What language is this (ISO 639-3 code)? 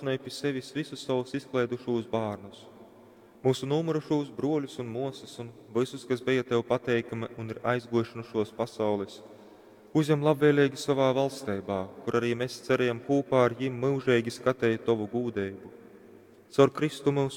ltg